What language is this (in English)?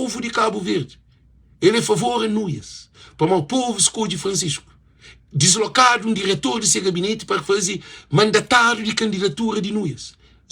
Kabuverdianu